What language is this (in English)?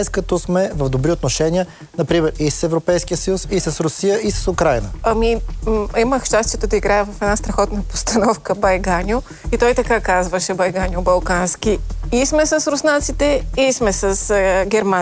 Bulgarian